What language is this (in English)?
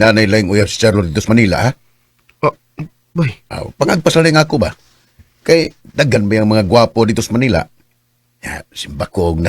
Cebuano